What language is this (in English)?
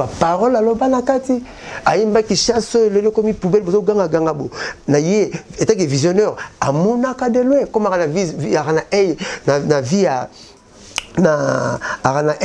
Lingala